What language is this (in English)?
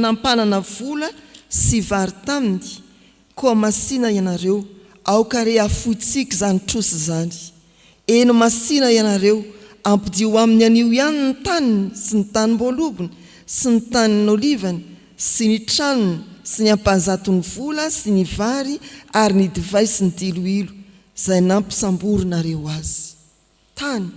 Malagasy